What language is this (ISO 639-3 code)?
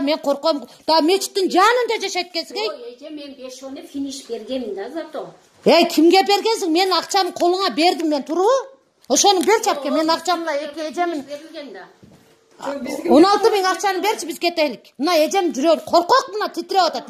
kir